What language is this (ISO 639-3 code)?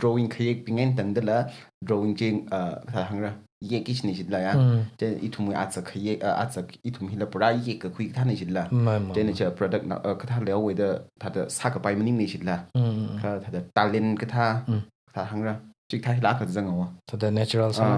nmf